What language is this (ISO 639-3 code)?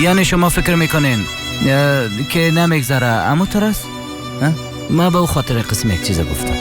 fas